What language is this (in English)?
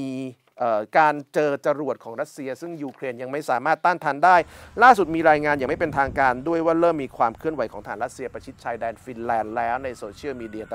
Thai